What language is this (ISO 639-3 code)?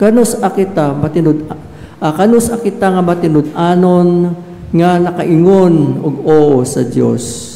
ceb